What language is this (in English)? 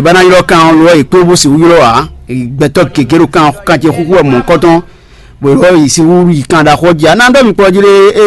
Fon